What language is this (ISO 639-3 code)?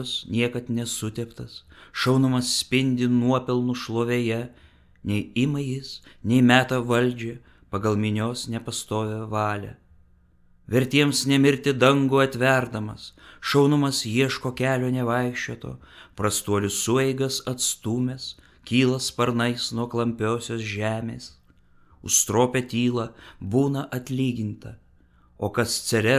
lit